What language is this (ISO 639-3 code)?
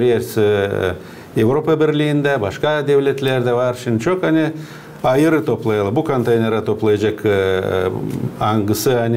gag